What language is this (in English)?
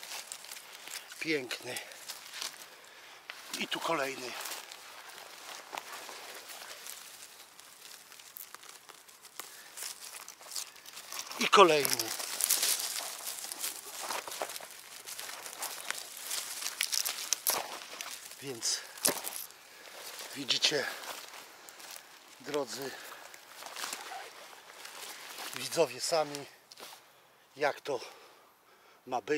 Polish